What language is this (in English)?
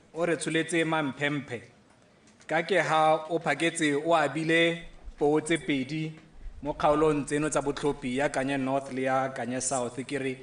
Tswana